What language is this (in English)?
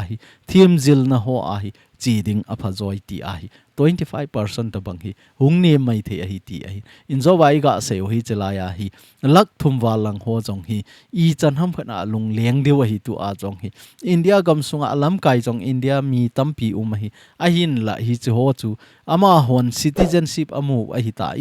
Thado Chin